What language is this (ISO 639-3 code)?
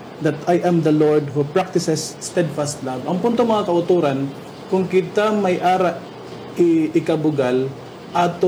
hil